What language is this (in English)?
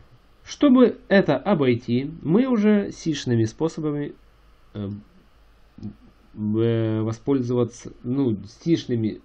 Russian